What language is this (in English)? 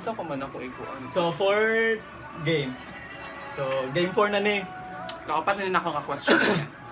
Cebuano